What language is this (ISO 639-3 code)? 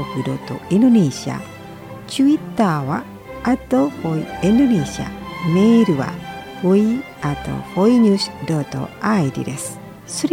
jpn